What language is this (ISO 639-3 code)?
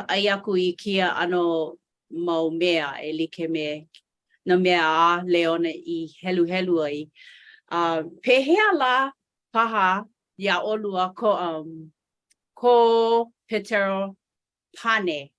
haw